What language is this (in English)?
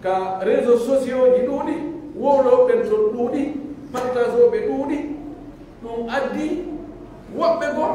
Pular